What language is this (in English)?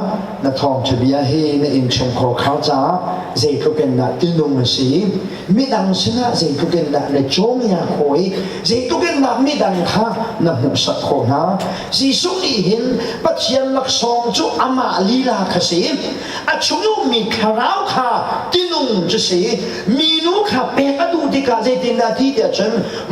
Hakha Chin